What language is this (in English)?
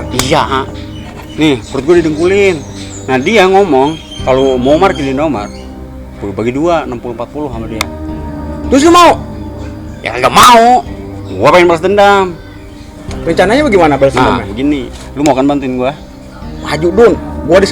Betawi